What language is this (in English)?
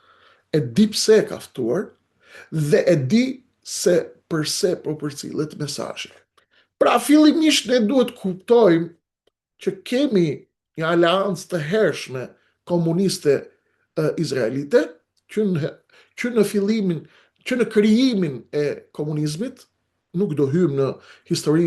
Albanian